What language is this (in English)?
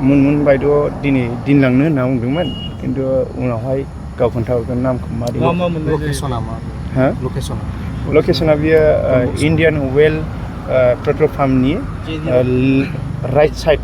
Bodo